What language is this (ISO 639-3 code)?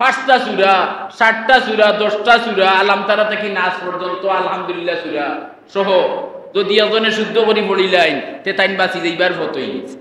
syl